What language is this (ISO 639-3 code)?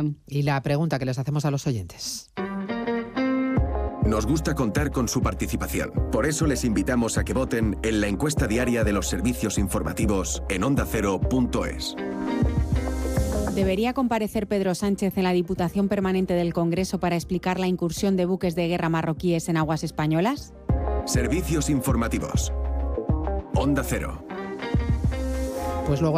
spa